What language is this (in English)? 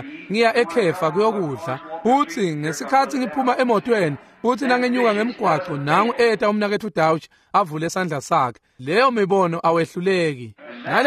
Swati